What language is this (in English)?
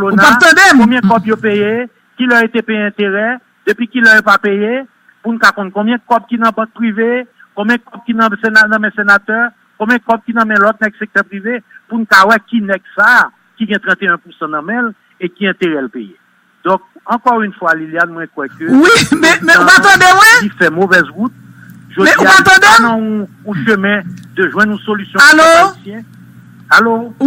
Haitian Creole